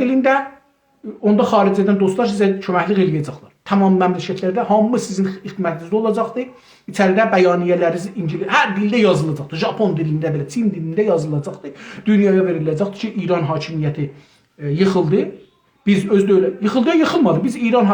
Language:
South Azerbaijani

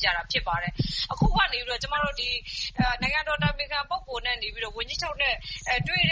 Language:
Burmese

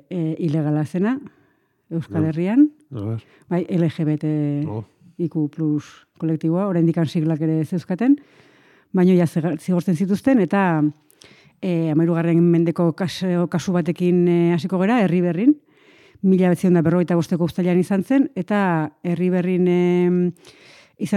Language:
Basque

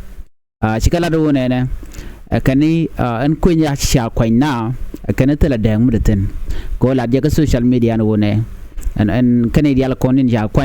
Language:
Nuer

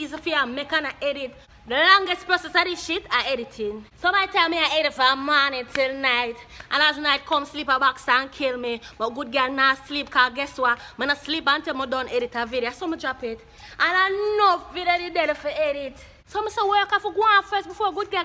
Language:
Jamaican Creole English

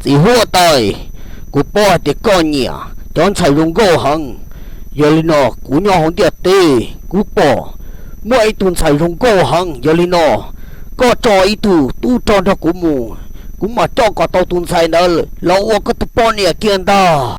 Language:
Hmong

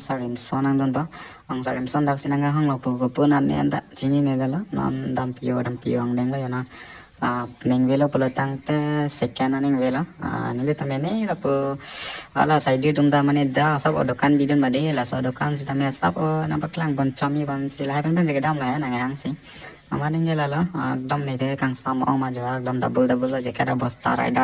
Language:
Karbi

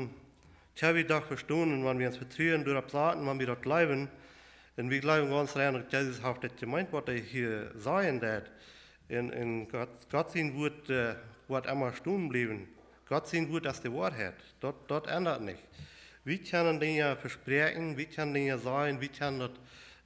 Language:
Plautdietsch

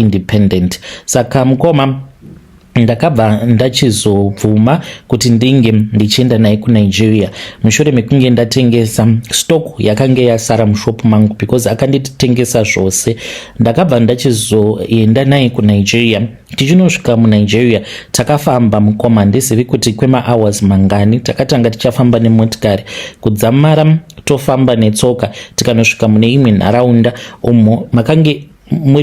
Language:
Shona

